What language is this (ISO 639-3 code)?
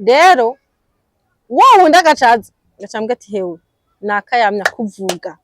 run